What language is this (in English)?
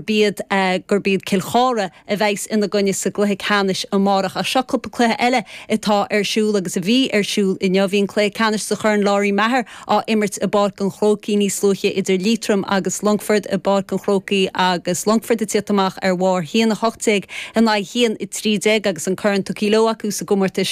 Irish